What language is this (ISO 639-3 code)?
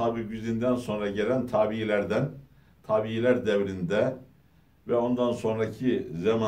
tur